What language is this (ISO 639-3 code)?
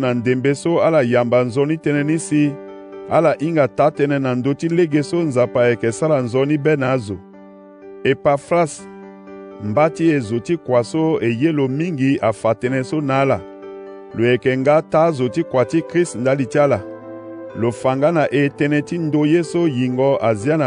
sag